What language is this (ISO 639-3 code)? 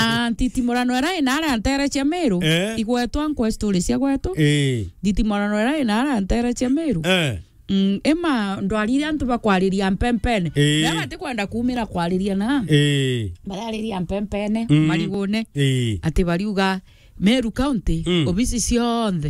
mer